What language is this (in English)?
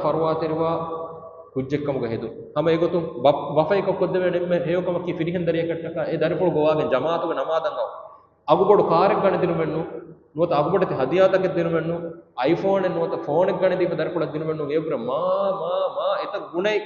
Divehi